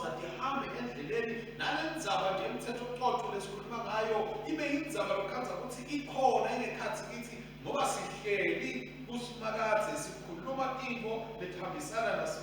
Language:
Swati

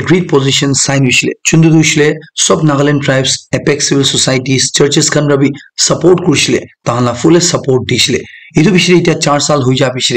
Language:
Naga Pidgin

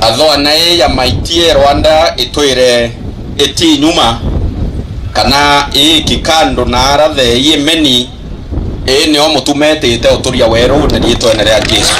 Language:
Meru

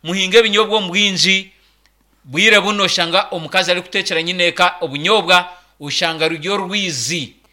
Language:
Nyankole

